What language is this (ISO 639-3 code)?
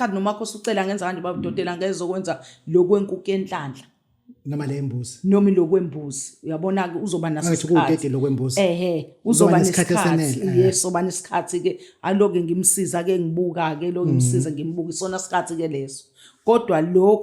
zul